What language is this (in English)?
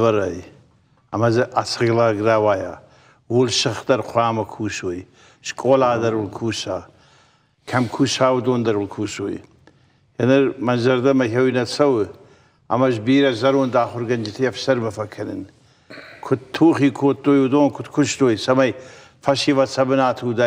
Ossetic